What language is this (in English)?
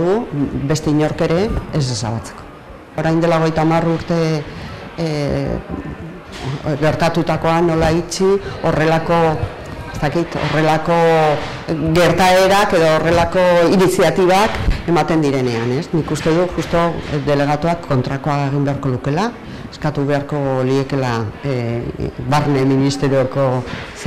Basque